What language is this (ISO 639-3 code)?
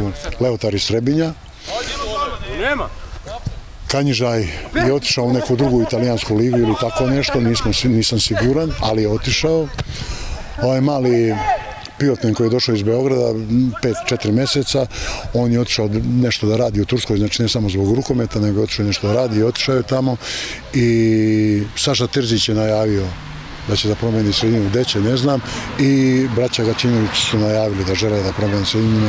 srp